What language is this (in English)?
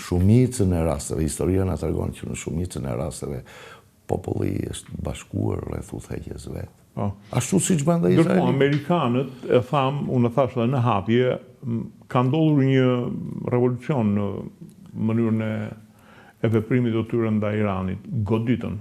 Albanian